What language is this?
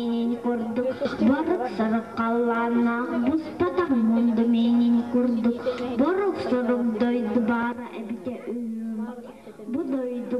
Yakut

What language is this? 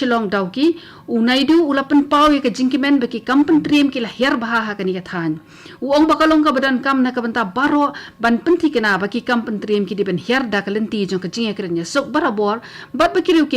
Khasi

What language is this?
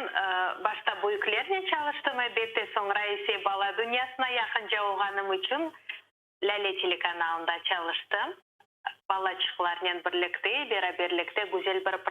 Crimean Tatar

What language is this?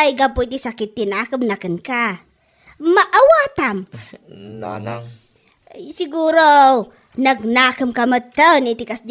Iloko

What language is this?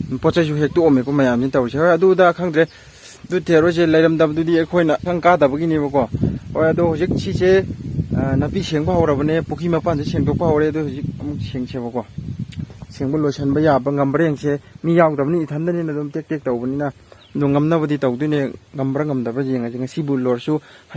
Manipuri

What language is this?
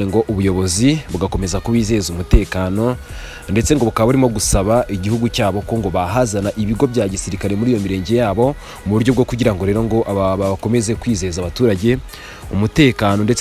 Kinyarwanda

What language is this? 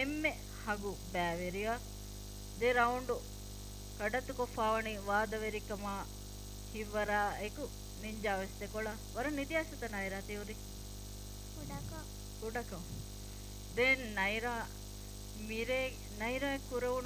Divehi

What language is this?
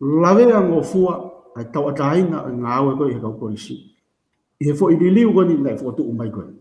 Tongan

